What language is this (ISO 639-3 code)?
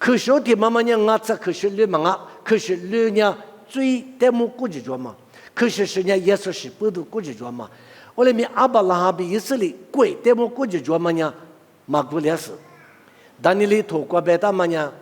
lis